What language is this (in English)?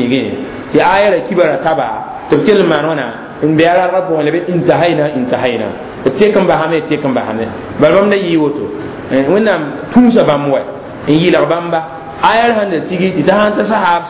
Mossi